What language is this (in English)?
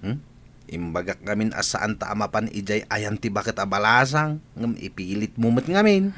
Iloko